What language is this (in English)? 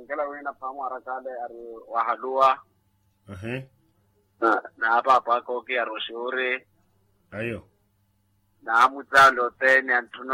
Makhuwa